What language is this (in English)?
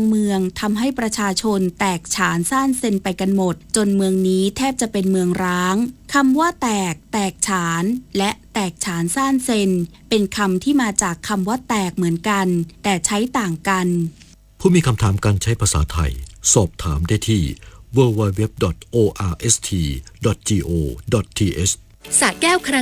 Thai